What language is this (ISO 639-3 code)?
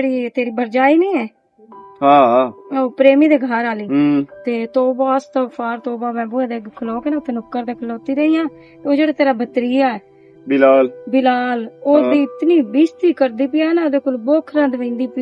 lah